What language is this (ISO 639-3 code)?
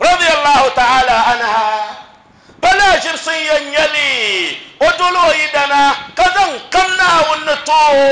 dag